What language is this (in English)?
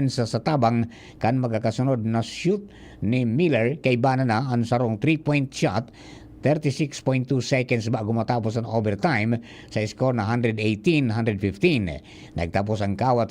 Bikol